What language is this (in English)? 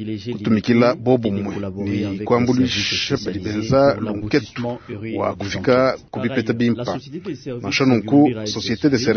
Luba-Lulua